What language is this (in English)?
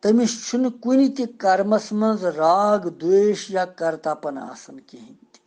Kashmiri